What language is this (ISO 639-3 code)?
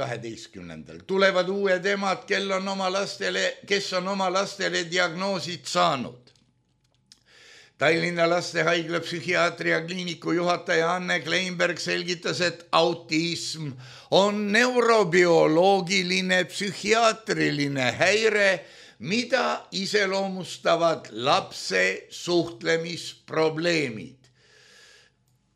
est